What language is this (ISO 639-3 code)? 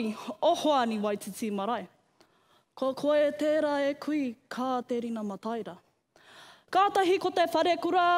mri